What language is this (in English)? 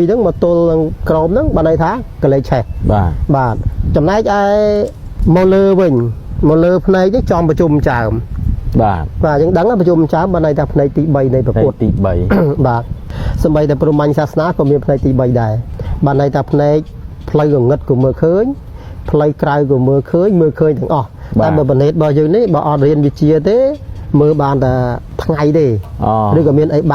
Khmer